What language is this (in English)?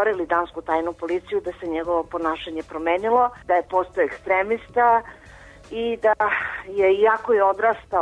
Serbian